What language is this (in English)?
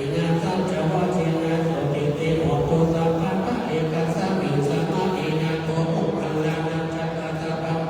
Pali